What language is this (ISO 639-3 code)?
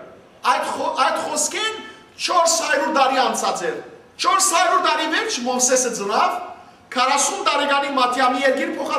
hyw